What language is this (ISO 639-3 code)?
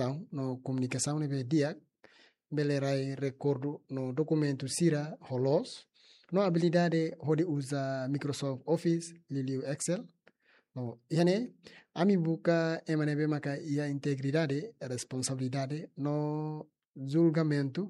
tet